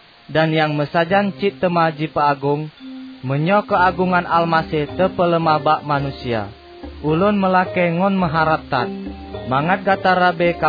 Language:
Achinese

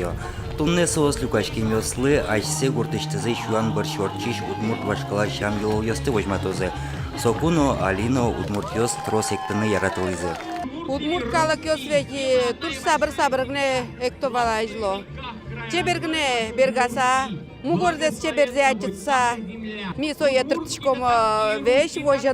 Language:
Udmurt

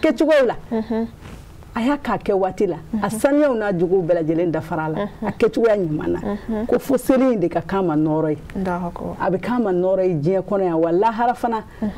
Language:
Bambara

